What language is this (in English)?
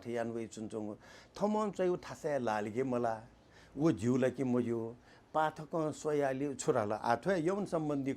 Newari